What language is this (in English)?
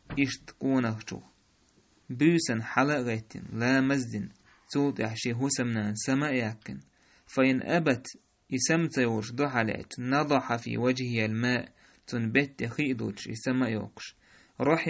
Chechen